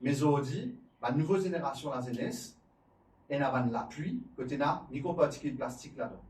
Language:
Morisyen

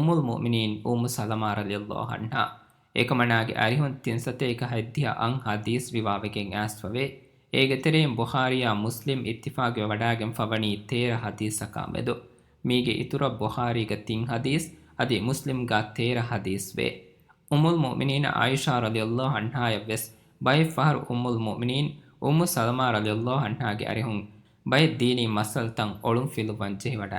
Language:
Divehi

